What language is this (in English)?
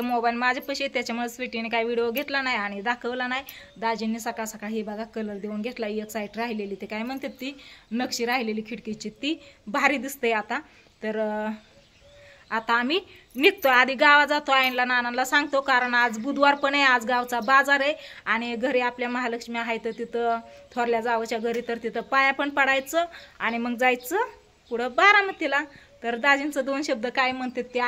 Marathi